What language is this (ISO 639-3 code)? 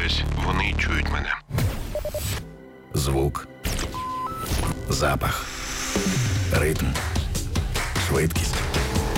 ukr